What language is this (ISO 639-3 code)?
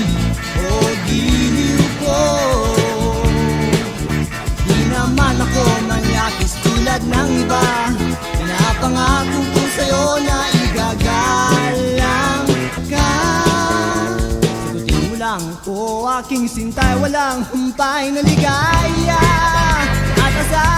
fil